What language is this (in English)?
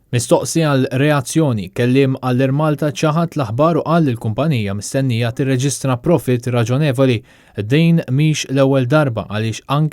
Maltese